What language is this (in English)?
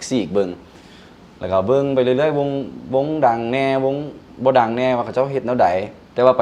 Lao